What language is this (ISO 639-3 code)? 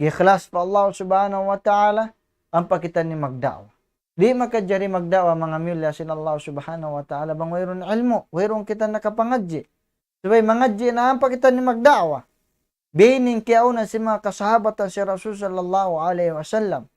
tsg